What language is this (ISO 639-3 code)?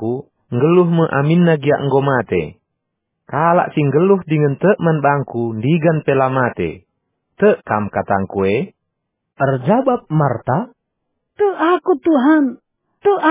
btx